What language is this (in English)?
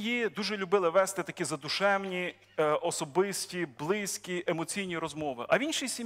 Ukrainian